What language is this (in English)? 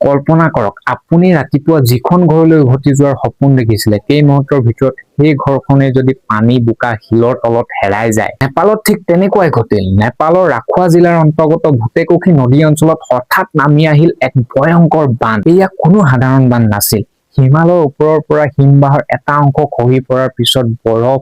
Assamese